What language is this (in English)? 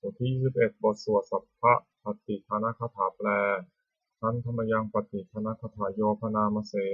Pali